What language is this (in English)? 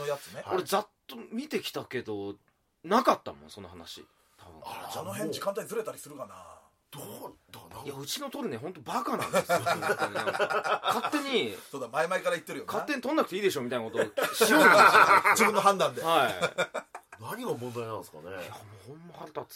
Japanese